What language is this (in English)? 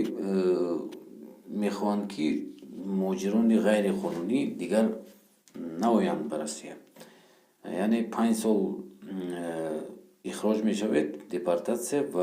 Tajik